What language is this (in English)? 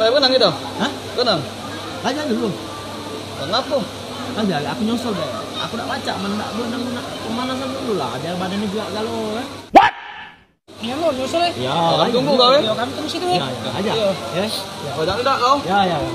Musi